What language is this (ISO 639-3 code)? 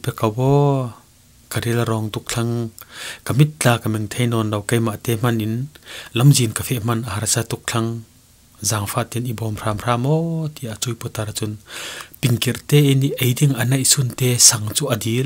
cfm